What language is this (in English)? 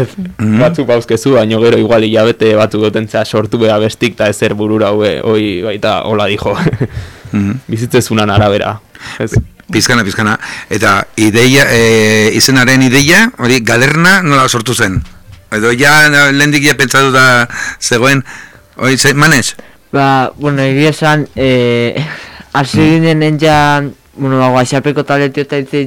Basque